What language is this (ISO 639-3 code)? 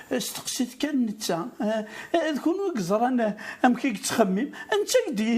kab